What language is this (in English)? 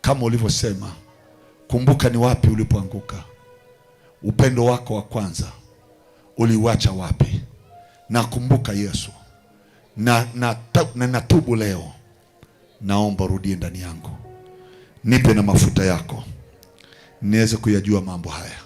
Swahili